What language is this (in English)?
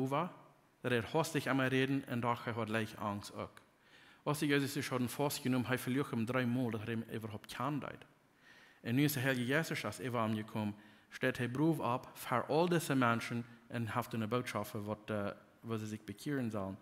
Plautdietsch